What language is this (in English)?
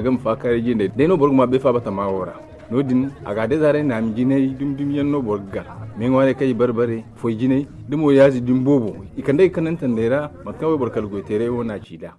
Zarma